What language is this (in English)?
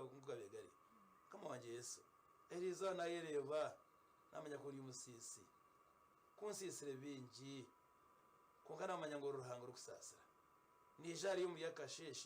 Nyankole